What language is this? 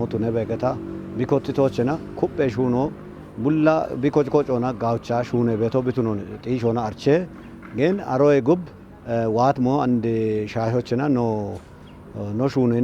Kafa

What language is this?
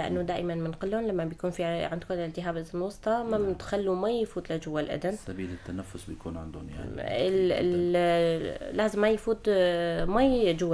North Levantine Arabic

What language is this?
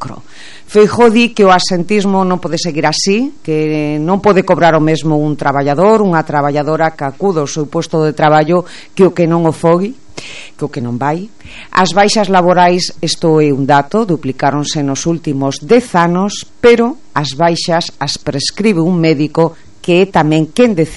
Galician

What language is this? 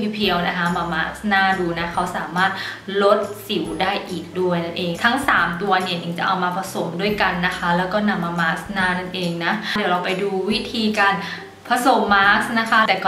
Thai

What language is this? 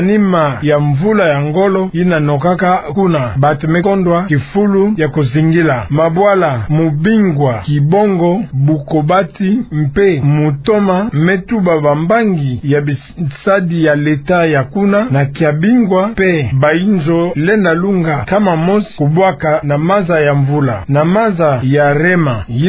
Kituba (Democratic Republic of Congo)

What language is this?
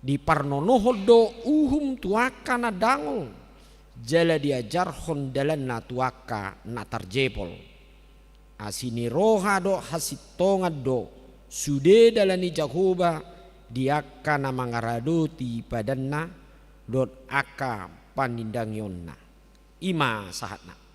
Batak Toba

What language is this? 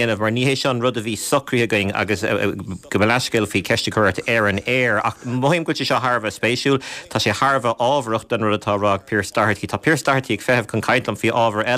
Irish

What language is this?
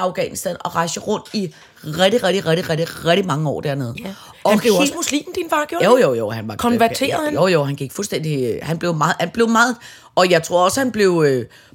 Danish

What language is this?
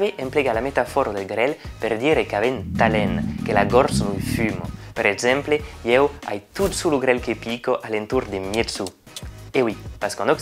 Occitan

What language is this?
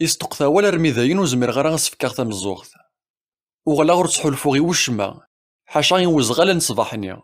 Kabyle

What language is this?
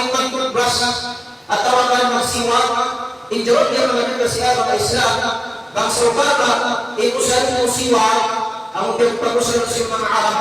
Tausug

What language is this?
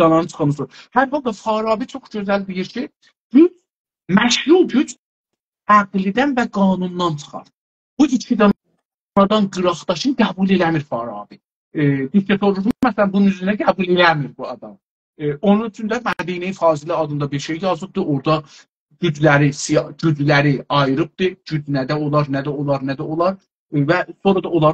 South Azerbaijani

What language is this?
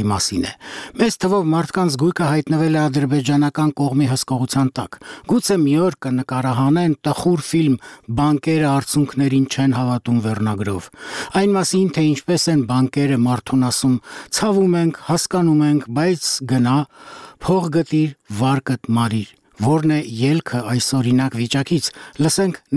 Armenian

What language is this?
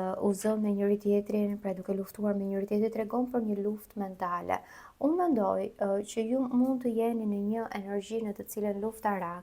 Albanian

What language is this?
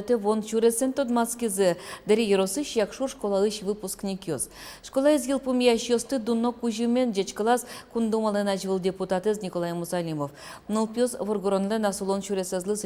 Udmurt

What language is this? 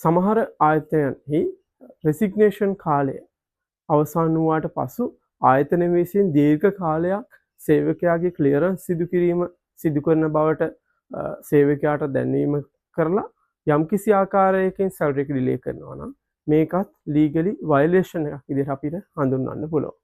Sinhala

